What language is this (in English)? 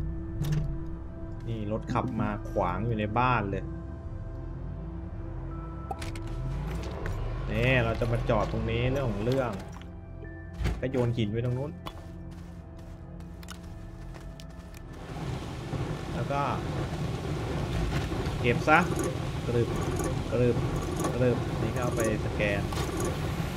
Thai